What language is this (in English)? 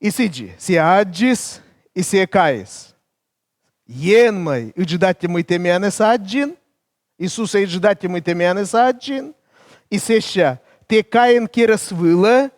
Komi